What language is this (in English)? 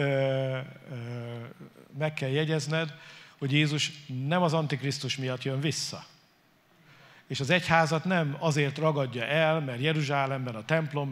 Hungarian